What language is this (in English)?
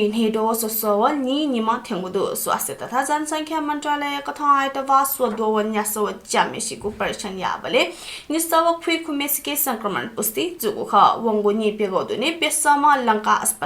Newari